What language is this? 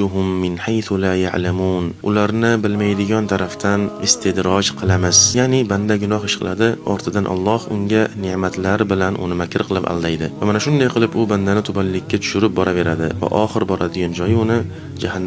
Uzbek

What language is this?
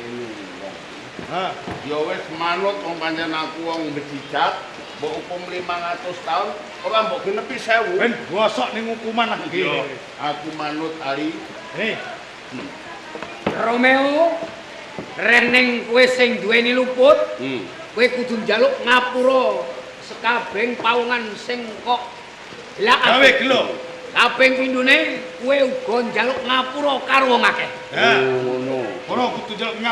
Javanese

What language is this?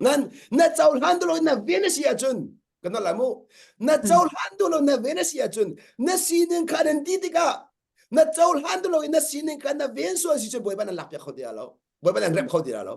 Hakha Chin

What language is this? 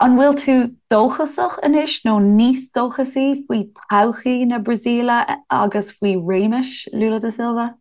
Irish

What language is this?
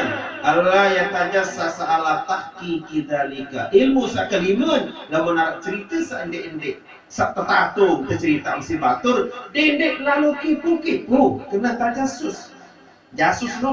Sasak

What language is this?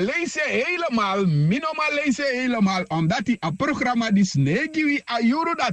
Sranan Tongo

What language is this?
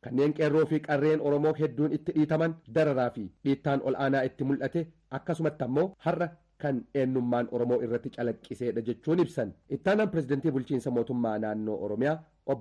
Oromo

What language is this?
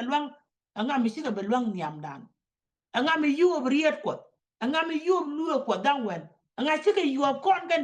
Nuer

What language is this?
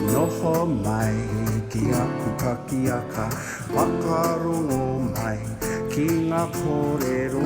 Māori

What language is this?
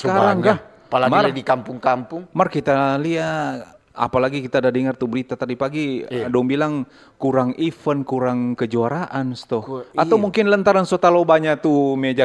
Manado Malay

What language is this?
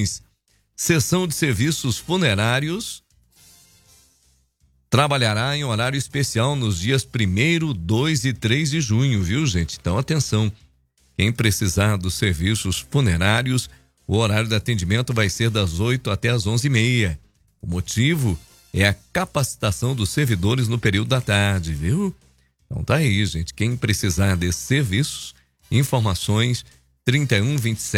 Portuguese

